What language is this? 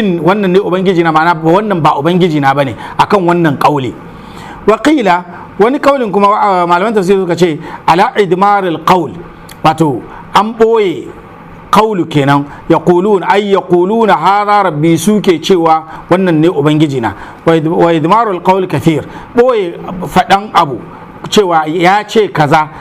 Hausa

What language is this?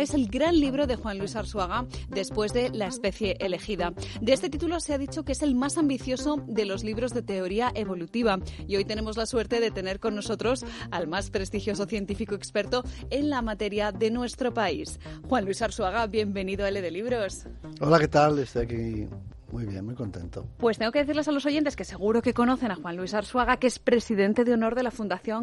Spanish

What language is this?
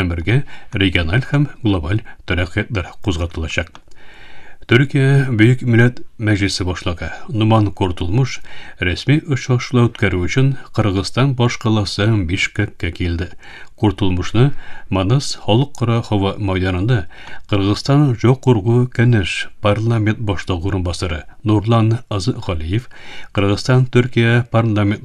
Tatar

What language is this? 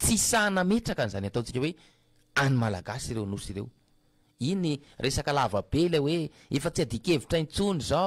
Malagasy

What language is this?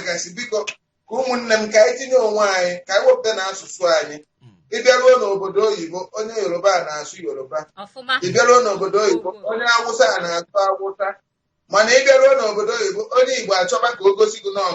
Igbo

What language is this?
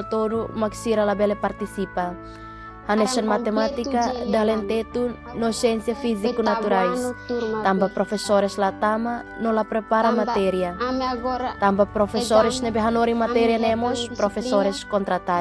Tetum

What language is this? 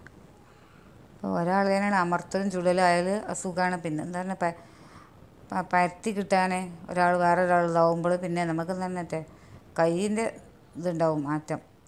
Malayalam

